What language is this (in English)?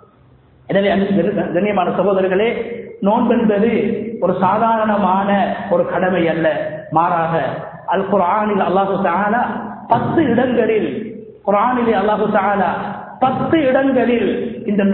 Tamil